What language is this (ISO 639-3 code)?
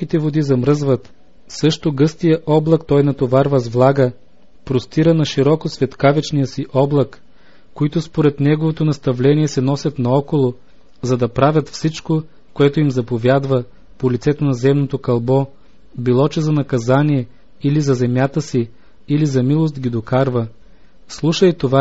bul